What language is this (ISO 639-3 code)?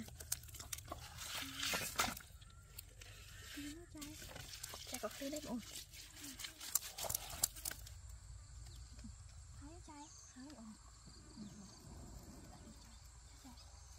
vie